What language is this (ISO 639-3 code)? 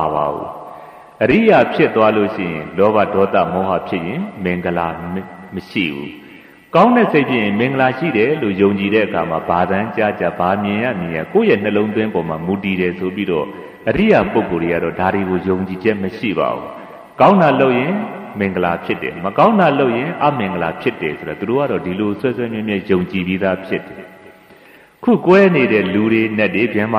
mya